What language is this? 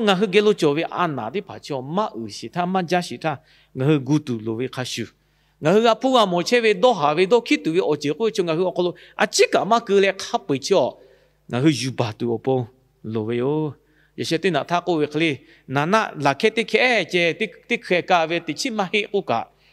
Lahu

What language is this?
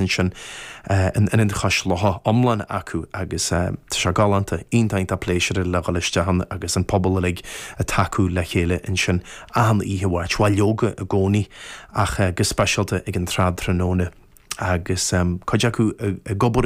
Irish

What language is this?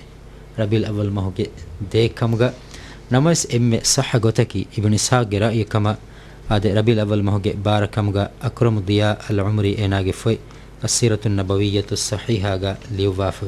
Divehi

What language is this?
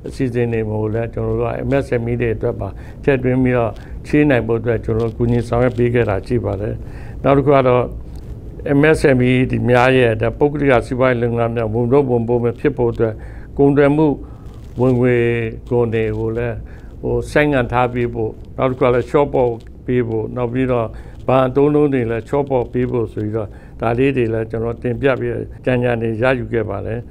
Burmese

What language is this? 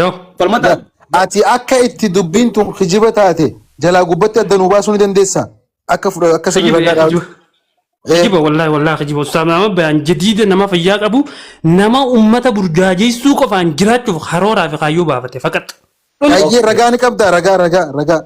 Oromo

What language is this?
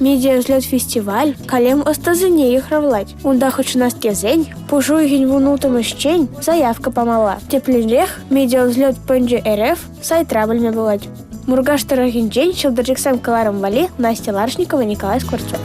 Chuvash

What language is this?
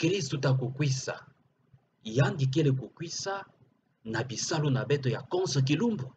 Kituba (Democratic Republic of Congo)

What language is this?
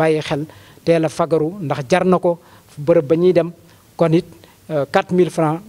Wolof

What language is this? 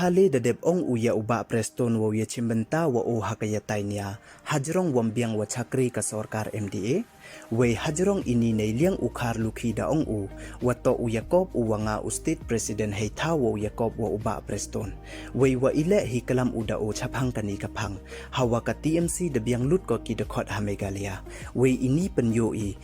Pnar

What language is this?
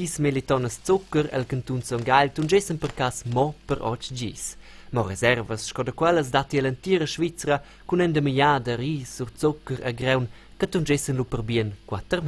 Romansh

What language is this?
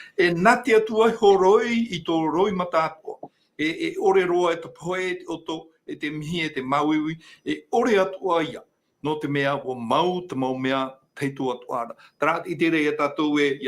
Tahitian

